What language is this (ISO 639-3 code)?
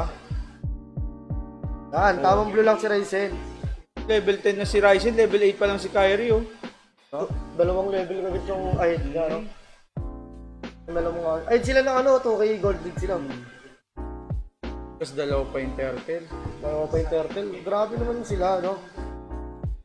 fil